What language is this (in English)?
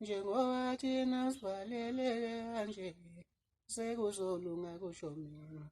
Zulu